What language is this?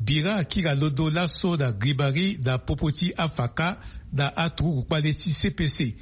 Sango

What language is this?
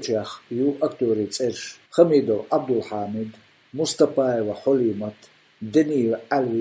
Chechen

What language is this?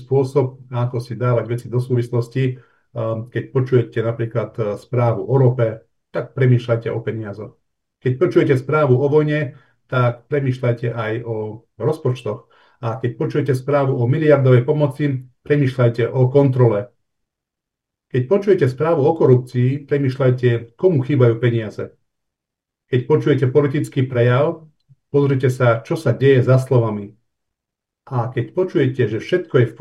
Slovak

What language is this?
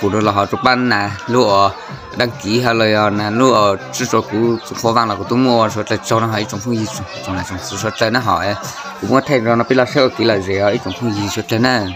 Hmong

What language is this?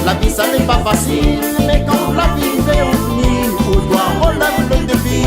Réunion Creole French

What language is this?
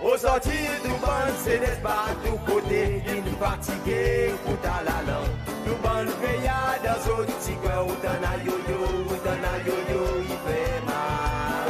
Seselwa Creole French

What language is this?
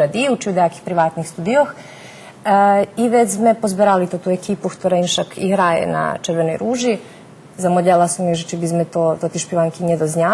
Rusyn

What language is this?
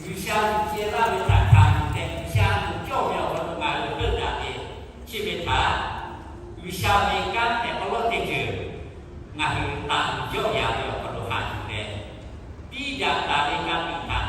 Lahu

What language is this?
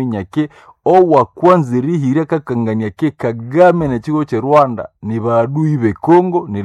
Nande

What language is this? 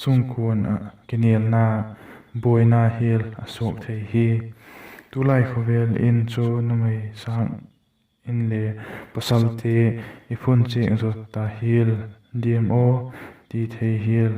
Vaiphei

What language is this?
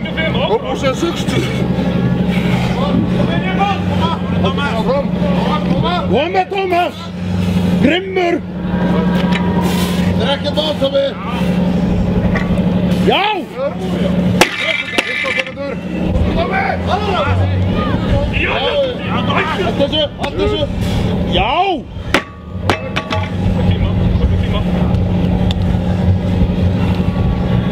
Icelandic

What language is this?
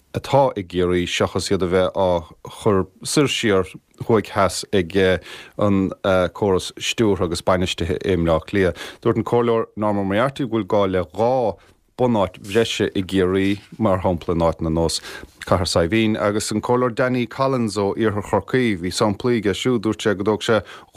Irish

